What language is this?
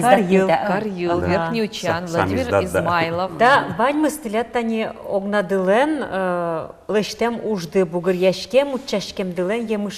Udmurt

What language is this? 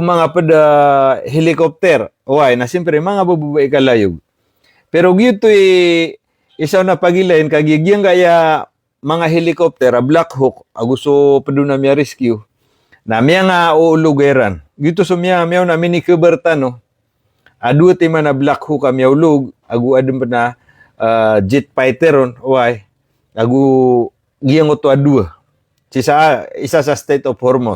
Maranao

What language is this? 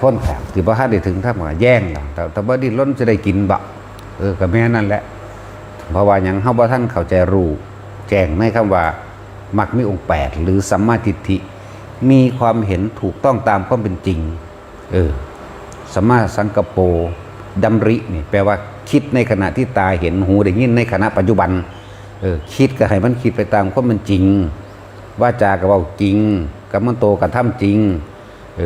Northeastern Thai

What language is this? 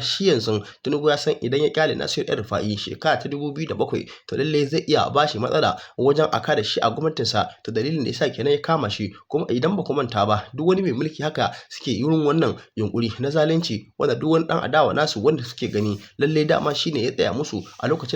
Hausa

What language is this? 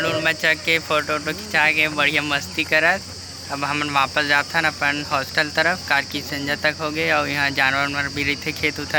Chhattisgarhi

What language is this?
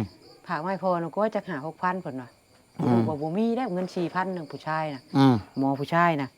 Northeastern Thai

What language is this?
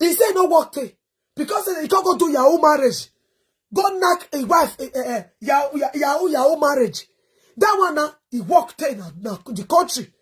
Nigerian Pidgin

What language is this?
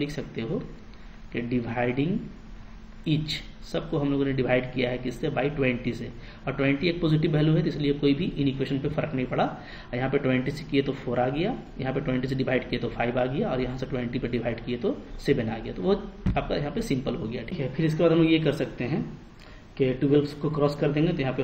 Hindi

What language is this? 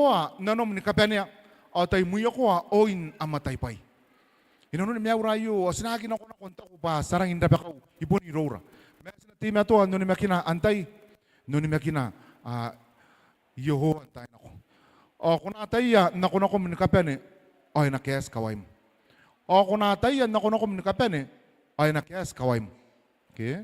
Gilbertese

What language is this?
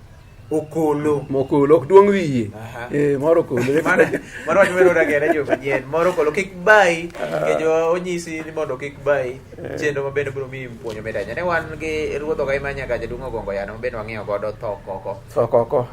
Luo (Kenya and Tanzania)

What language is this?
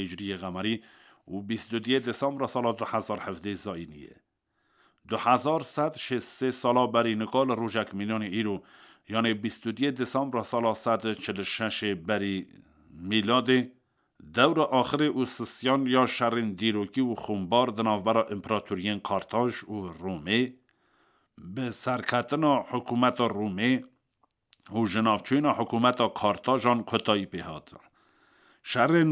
Kurdish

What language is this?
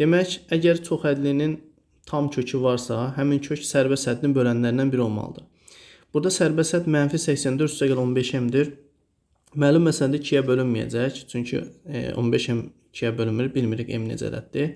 Azerbaijani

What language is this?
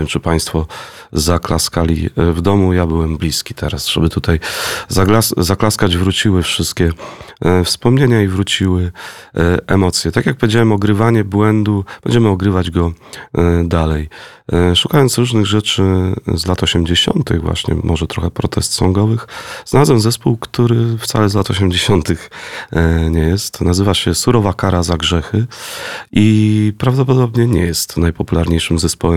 Polish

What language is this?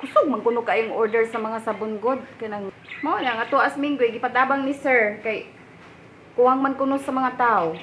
Cebuano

